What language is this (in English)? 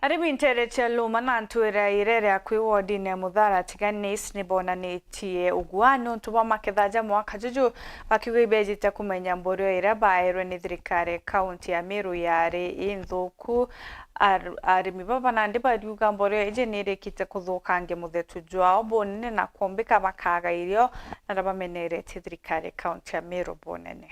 Meru